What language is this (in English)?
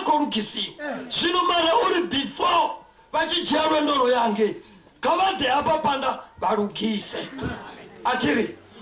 Venda